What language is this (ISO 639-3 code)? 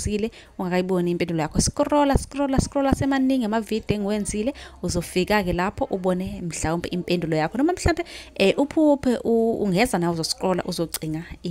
zul